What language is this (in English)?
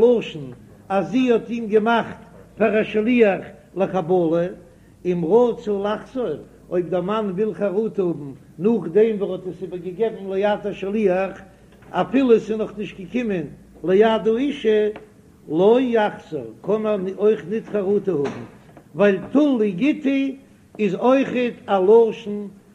Yiddish